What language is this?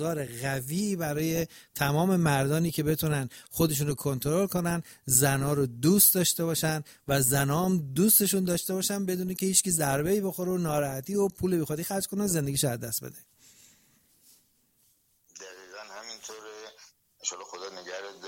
Persian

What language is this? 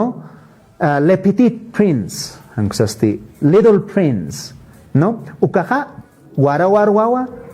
Aymara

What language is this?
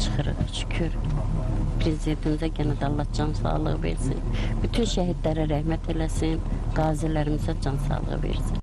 Azerbaijani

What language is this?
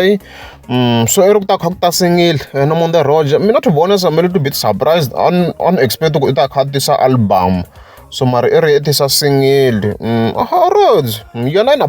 Tsonga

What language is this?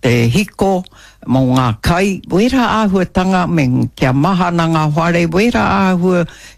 Māori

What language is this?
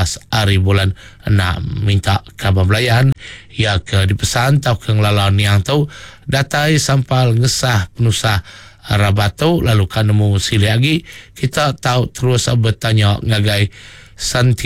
Iban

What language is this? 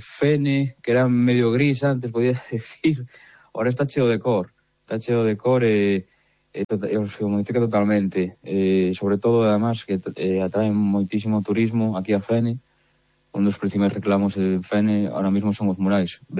Galician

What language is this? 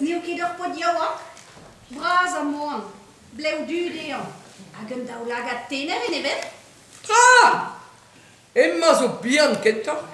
Breton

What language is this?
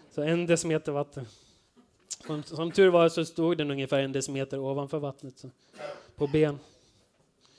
Swedish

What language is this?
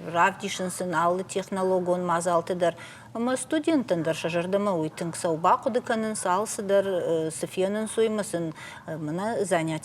Ossetic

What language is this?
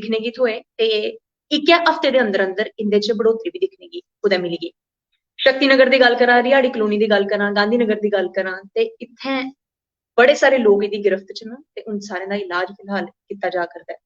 Dogri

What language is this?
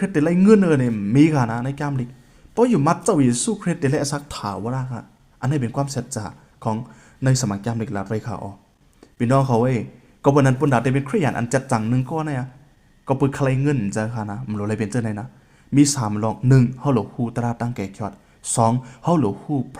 Shan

